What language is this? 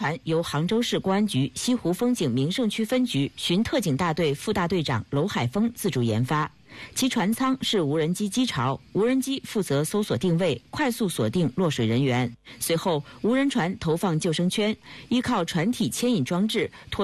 Chinese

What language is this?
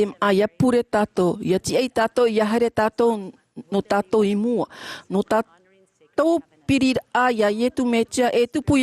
Tahitian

